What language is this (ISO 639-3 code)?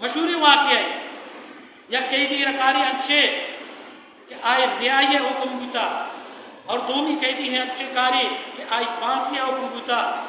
bal